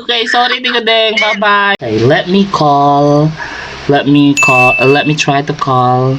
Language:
Cebuano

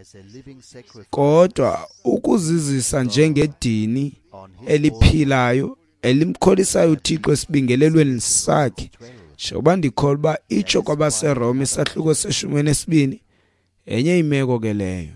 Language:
Xhosa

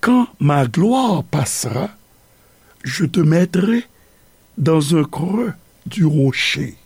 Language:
Haitian Creole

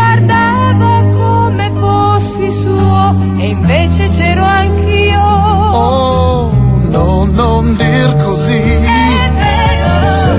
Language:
Italian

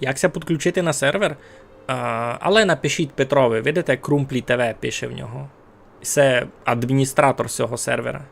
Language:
Rusyn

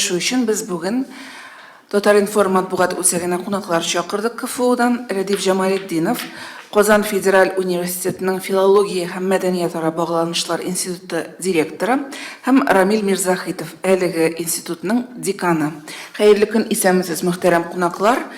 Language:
Tatar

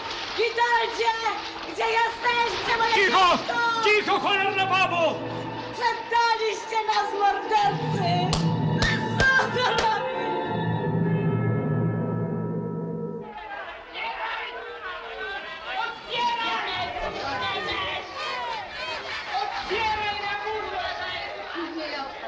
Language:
Polish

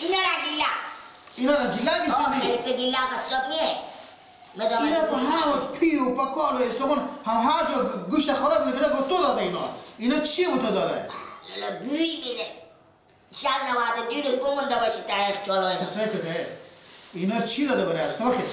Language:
Persian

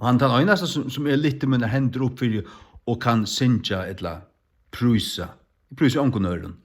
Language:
Faroese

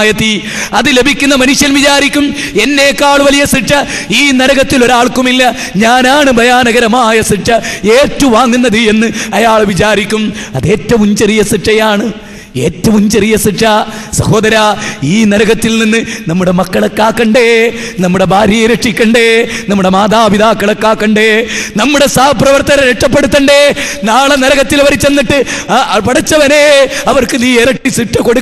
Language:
Malayalam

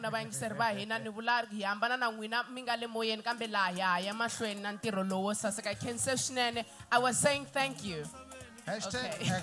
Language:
Tsonga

